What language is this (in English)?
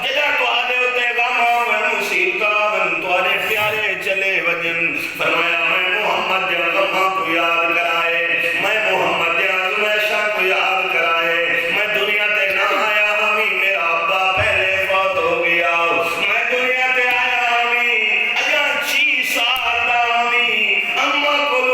Saraiki